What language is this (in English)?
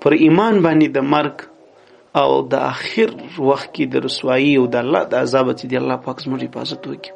Pashto